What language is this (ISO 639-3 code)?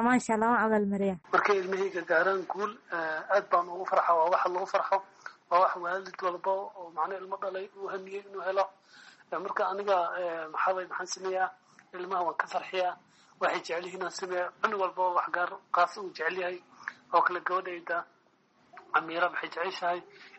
som